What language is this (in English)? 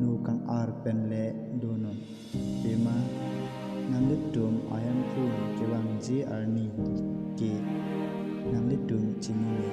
Karbi